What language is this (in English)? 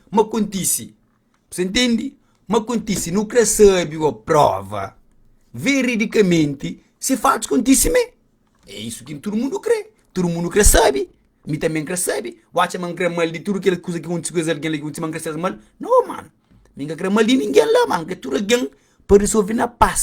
Kabuverdianu